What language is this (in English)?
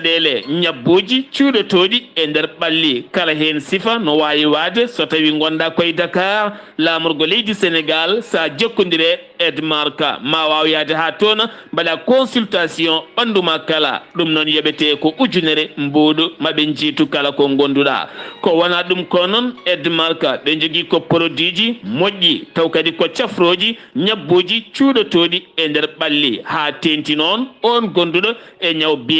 Fula